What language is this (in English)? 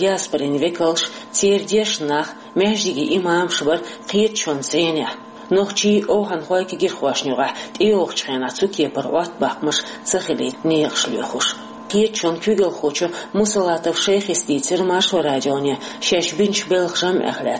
Chechen